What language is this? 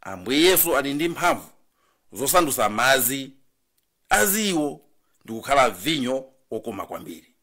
Nyanja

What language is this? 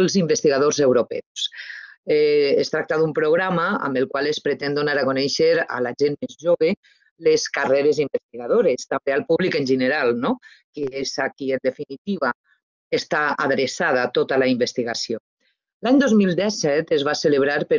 Catalan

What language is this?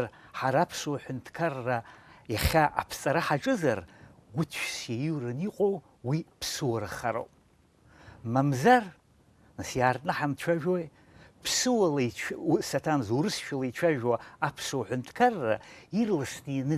Abkhazian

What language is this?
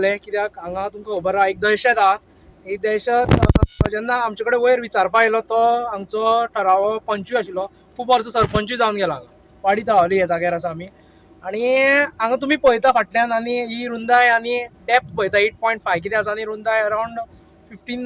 Konkani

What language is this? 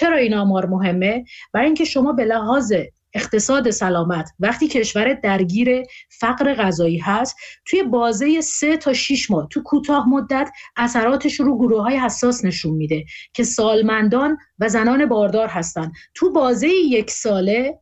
Persian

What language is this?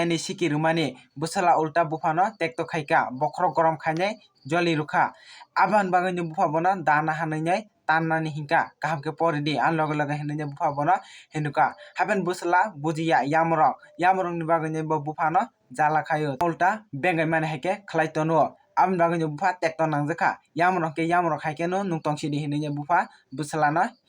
Kok Borok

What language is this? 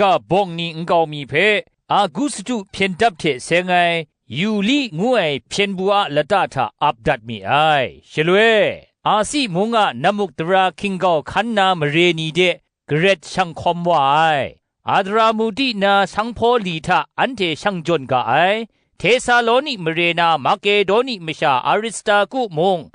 Kachin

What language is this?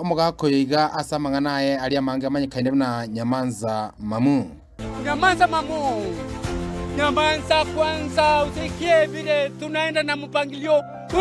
Gusii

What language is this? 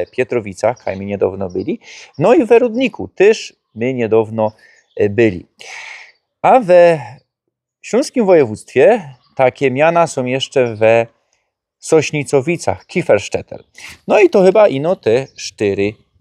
Silesian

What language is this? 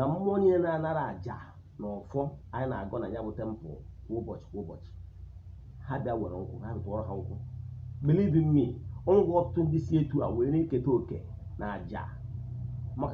Igbo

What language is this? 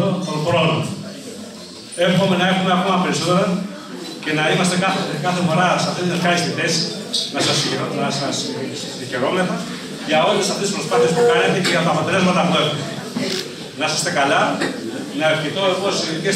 Greek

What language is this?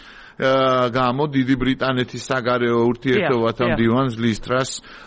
Georgian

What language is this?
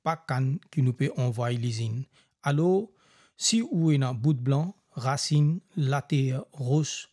Morisyen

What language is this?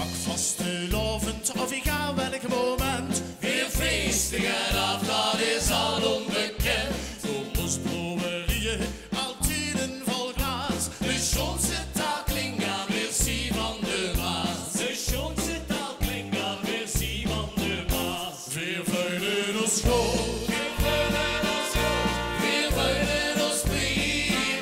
Limburgish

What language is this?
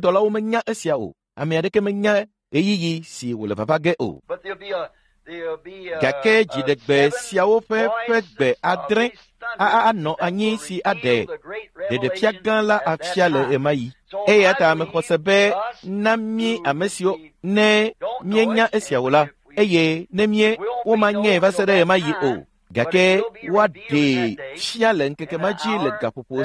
Ewe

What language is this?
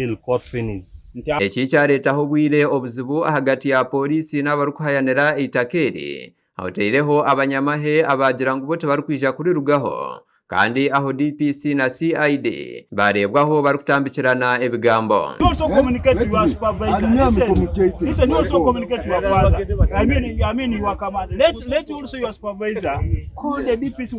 Nyankole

